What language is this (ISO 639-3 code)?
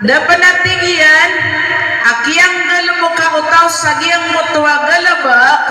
mrw